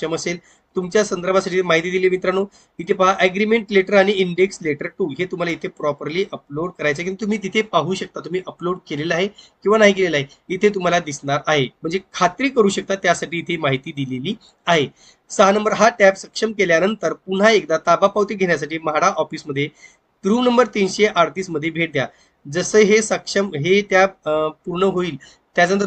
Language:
Marathi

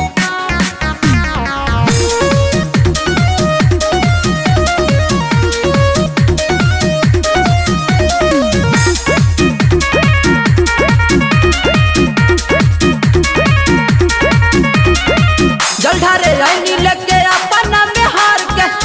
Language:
Bhojpuri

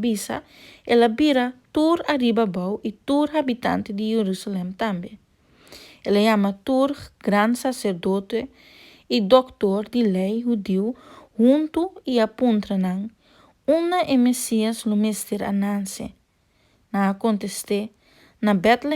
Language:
Papiamento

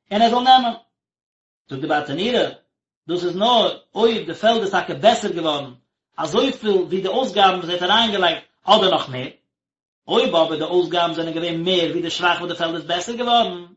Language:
Yiddish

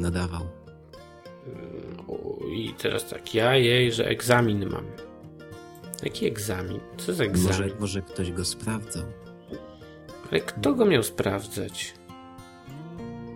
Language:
Polish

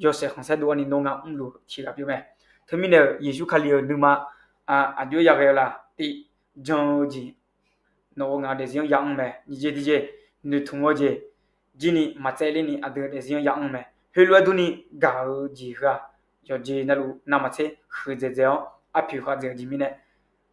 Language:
Akha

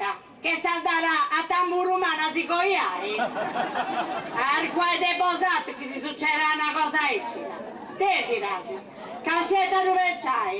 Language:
Sardinian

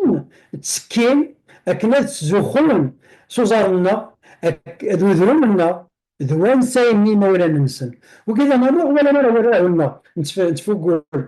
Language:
Kabyle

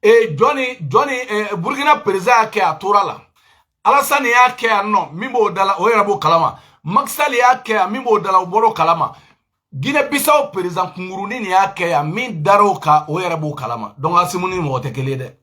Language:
Bambara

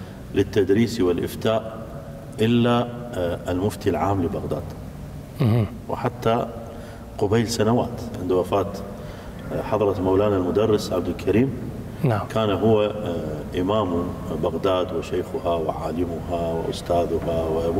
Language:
Mesopotamian Arabic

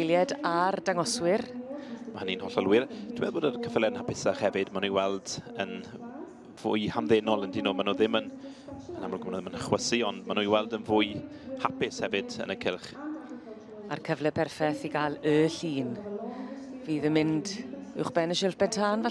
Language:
Welsh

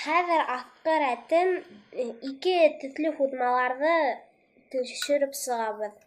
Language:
Bashkir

